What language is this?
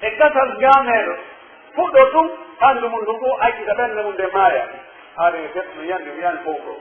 Pular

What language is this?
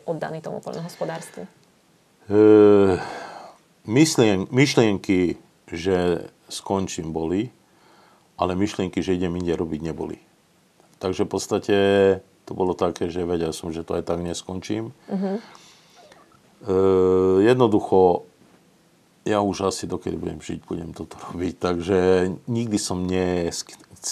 Slovak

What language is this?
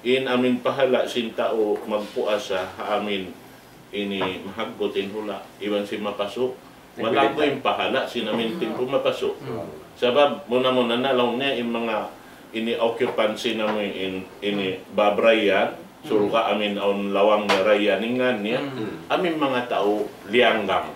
Tausug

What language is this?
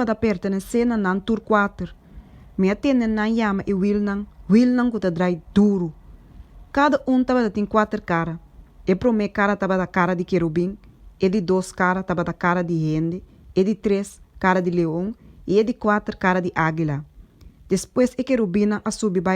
Papiamento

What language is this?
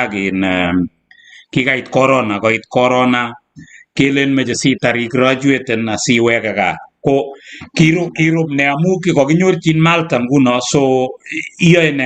Kalenjin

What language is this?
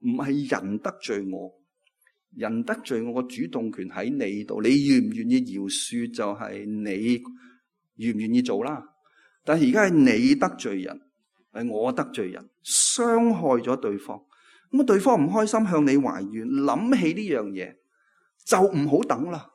Cantonese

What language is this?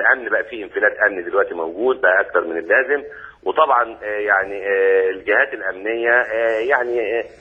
Egyptian Arabic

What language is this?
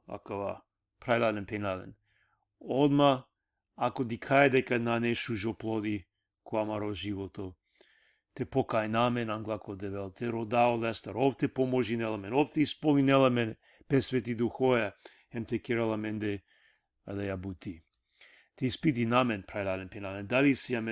Balkan Romani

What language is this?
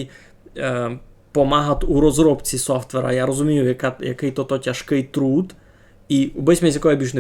Rusyn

